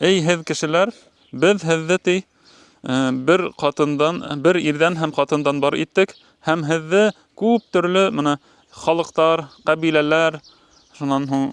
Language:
Bashkir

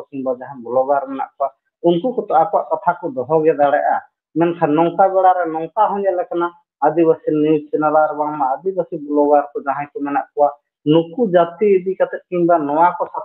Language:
Santali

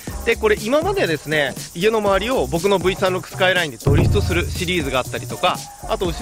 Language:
Japanese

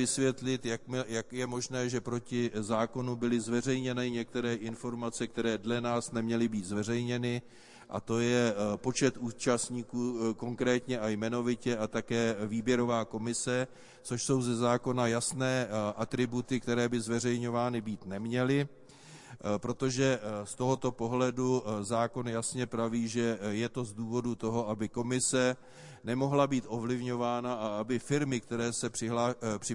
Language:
Czech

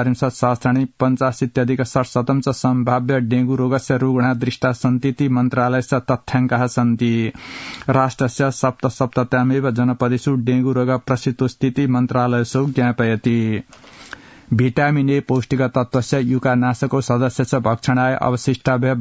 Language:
Sanskrit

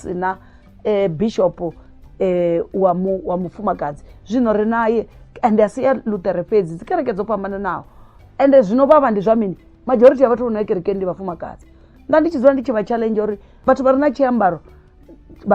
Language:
Venda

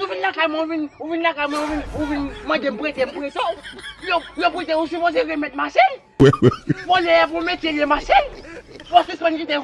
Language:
Haitian Creole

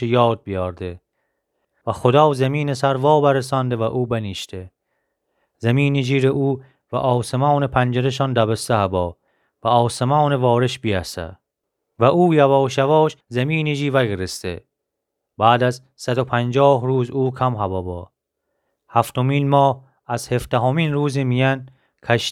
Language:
Gilaki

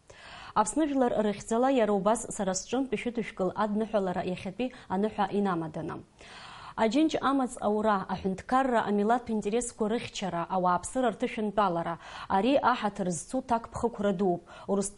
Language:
Abkhazian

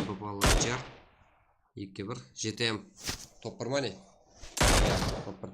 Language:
Kara-Kalpak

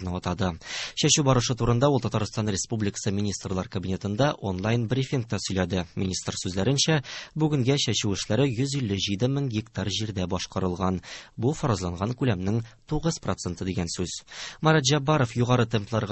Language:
Tatar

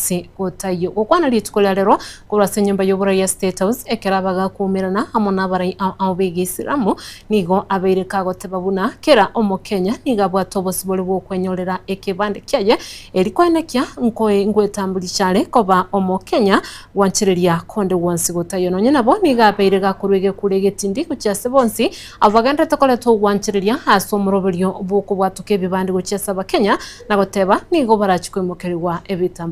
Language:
Gusii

